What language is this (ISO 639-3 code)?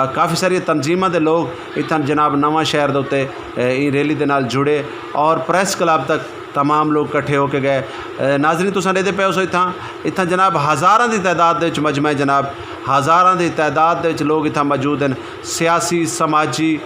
skr